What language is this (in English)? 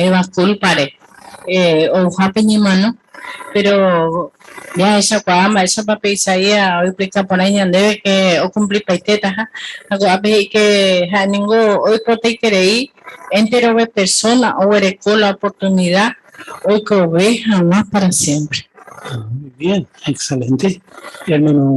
Guarani